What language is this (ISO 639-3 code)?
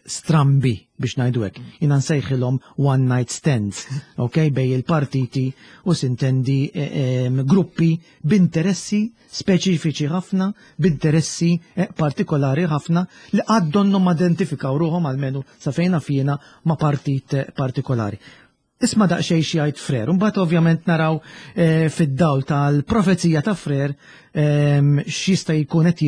mlt